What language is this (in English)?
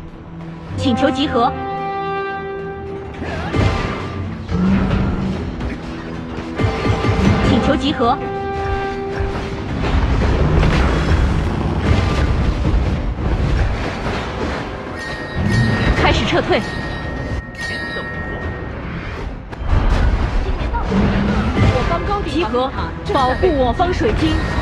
Chinese